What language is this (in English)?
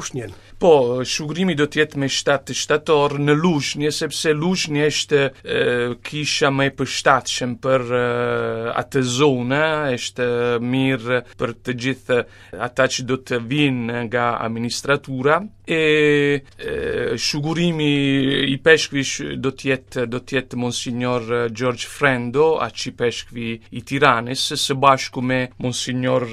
Albanian